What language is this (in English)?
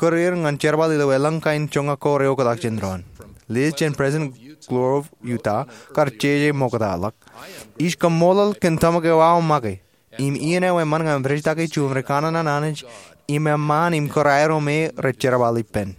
Marshallese